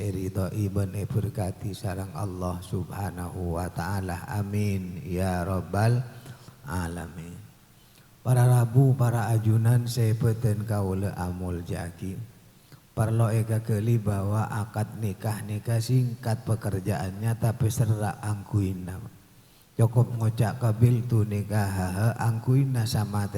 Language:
Madurese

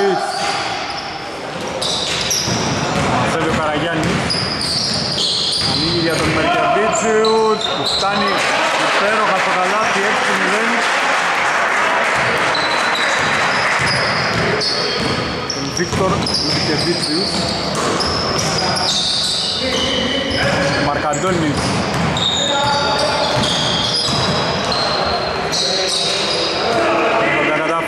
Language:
Greek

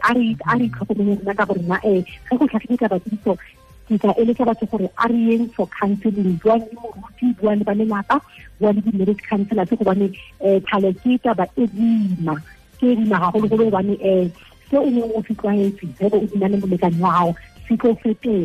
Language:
Tswana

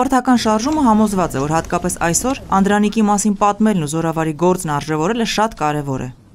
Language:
Armenian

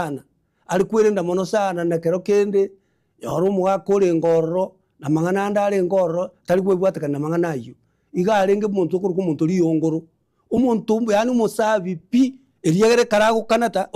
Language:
Gusii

